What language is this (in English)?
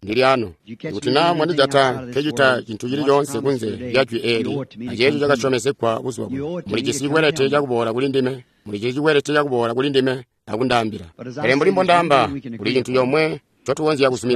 Tonga (Zambia)